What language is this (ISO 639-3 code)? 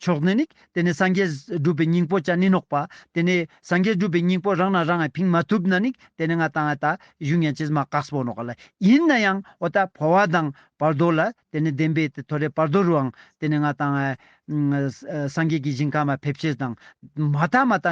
lbj